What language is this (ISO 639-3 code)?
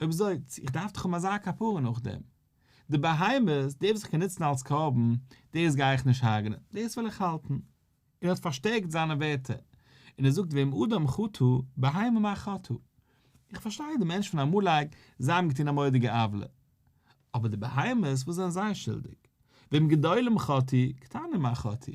yid